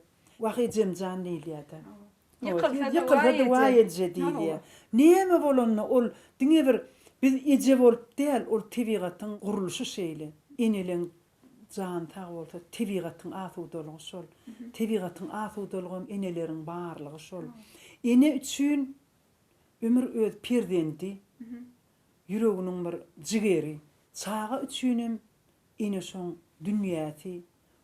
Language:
Turkmen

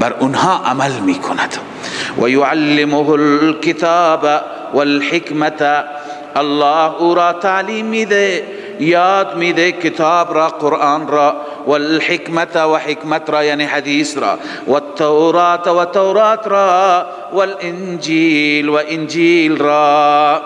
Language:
Persian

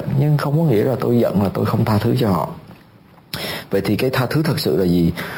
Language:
Vietnamese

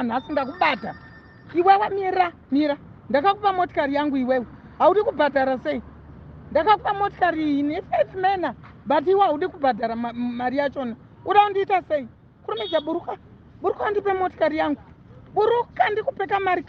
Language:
Shona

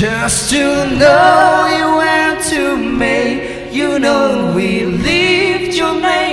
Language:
Tangkhul Naga (India)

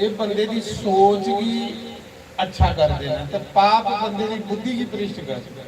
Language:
Dogri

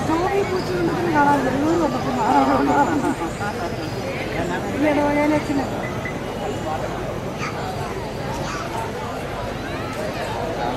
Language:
Malayalam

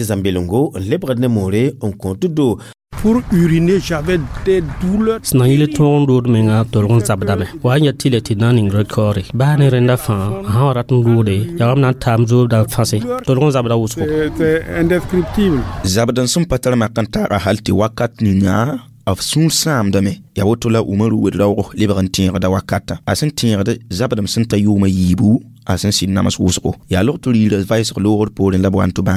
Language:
Mossi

